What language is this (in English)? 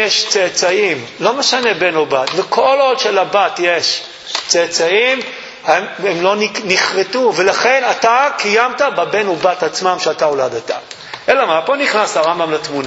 Hebrew